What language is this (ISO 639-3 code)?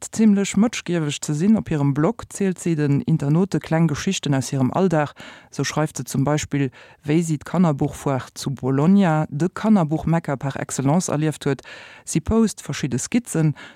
ltz